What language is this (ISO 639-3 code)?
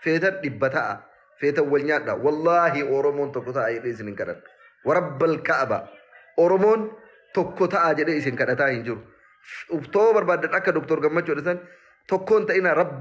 orm